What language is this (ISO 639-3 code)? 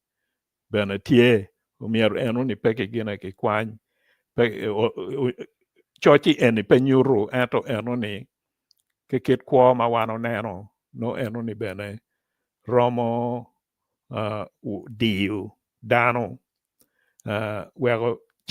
ach